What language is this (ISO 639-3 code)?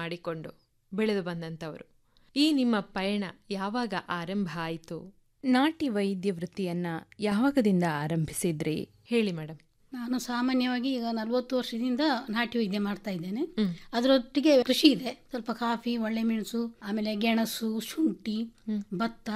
kan